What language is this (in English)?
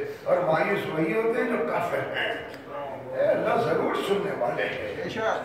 Urdu